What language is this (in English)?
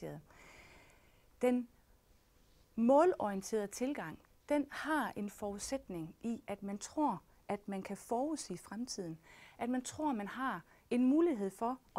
Danish